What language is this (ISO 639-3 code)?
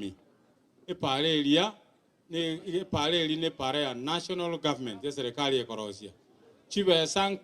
guz